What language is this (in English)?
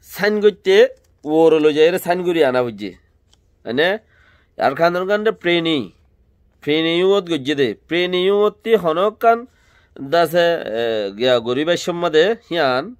Rohingya